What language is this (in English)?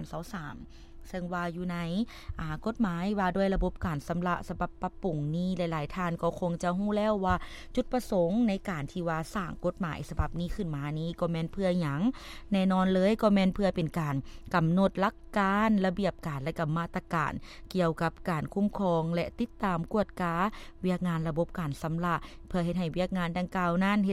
Lao